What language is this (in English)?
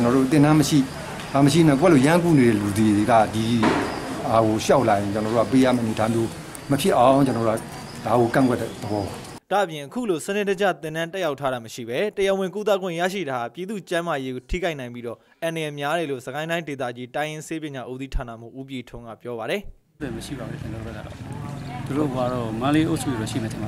Burmese